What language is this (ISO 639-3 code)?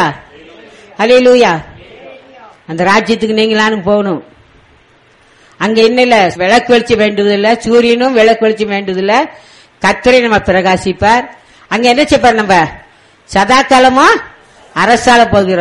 tam